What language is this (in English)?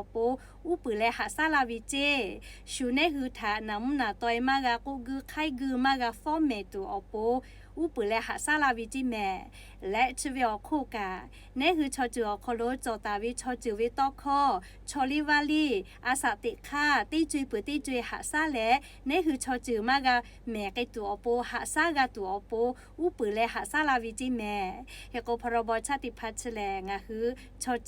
Lahu